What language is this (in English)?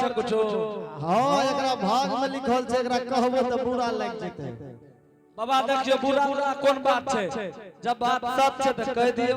Angika